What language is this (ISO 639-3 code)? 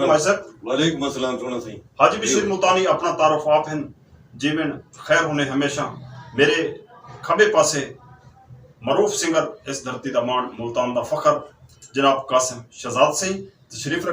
skr